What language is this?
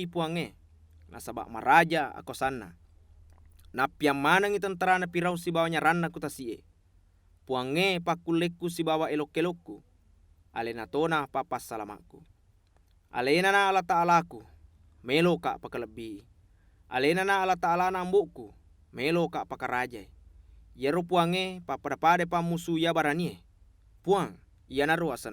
Buginese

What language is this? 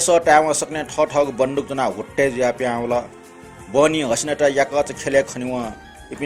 Newari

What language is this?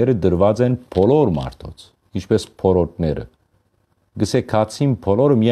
Western Armenian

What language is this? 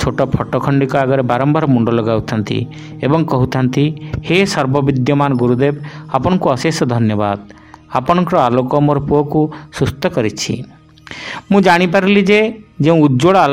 Odia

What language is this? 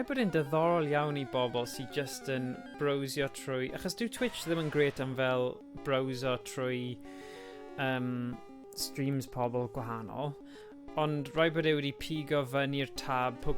Welsh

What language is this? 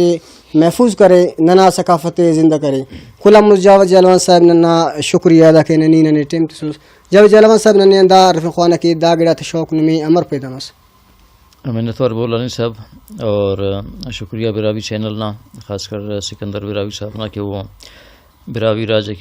Brahui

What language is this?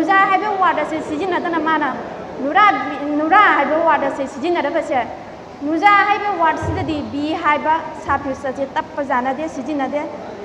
Manipuri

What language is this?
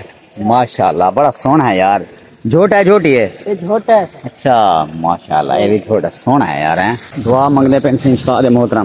Saraiki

